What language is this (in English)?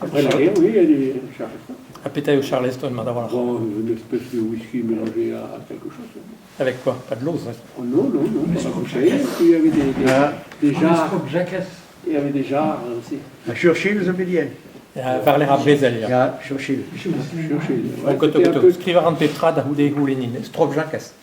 Breton